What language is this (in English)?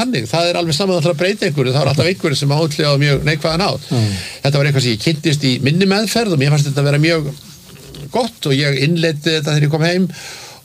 Icelandic